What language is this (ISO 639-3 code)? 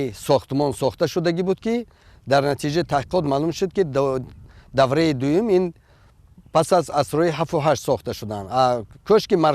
tgk